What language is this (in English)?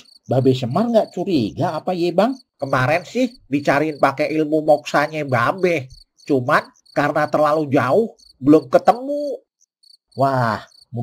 Betawi